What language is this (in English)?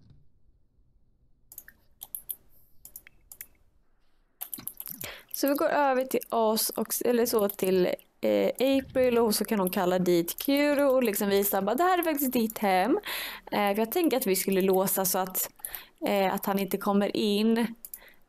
Swedish